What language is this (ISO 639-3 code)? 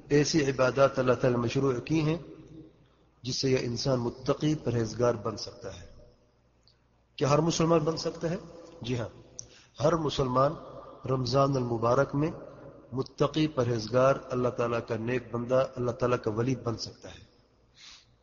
urd